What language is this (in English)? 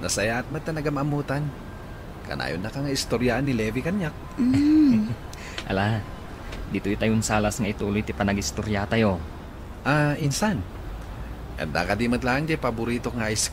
Iloko